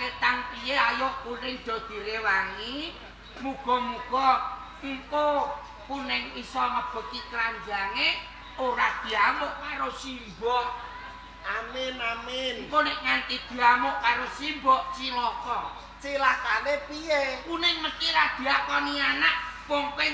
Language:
Javanese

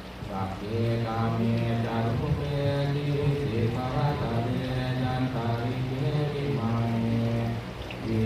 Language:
Pali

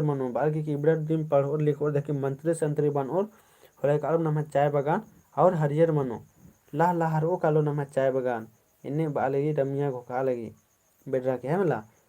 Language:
Kurukh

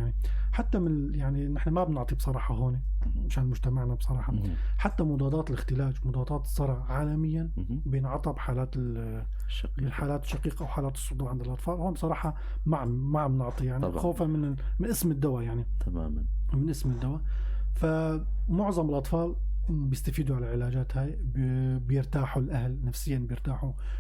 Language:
North Levantine Arabic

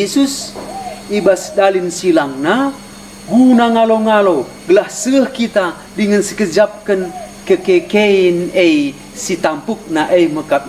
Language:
Batak Karo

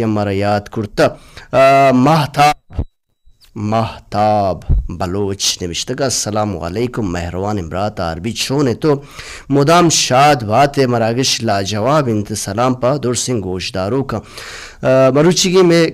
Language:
Baluchi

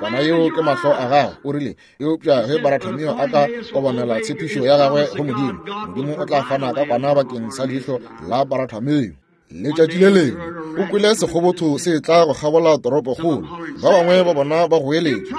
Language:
Northern Sotho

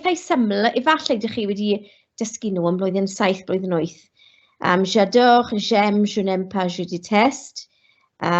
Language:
Welsh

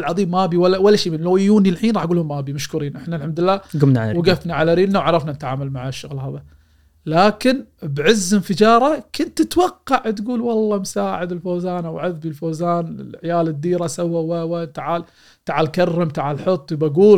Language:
Gulf Arabic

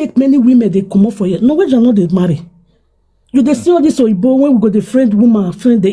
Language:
Nigerian Pidgin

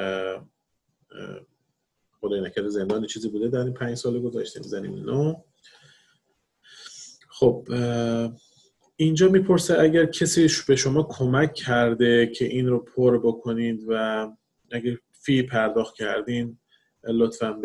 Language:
Persian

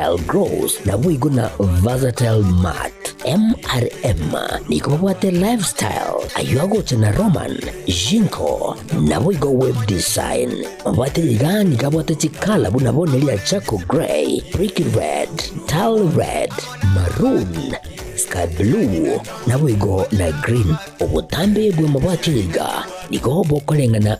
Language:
Gusii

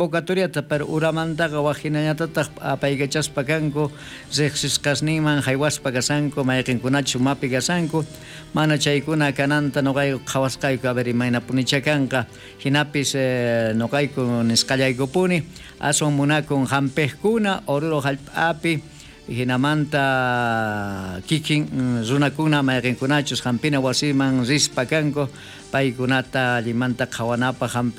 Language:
South Bolivian Quechua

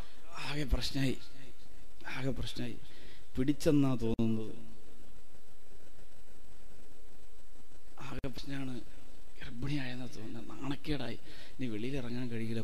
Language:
Malayalam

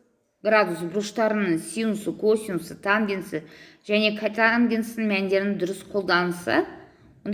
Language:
Kazakh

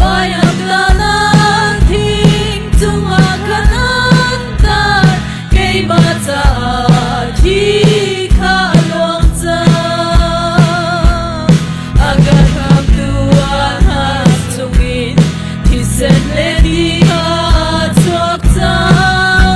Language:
Hakha Chin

